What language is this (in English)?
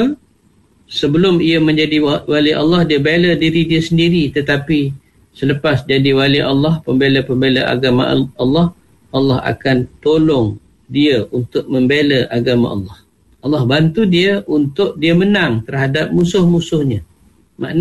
Malay